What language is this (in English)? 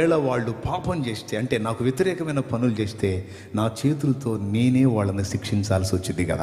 Telugu